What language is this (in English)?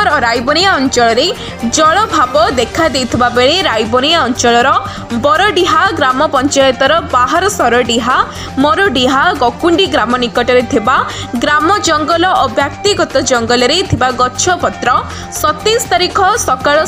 Odia